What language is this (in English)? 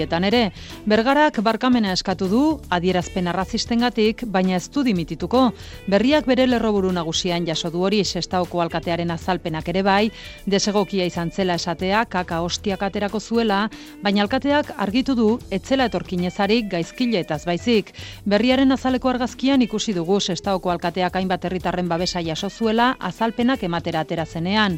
Basque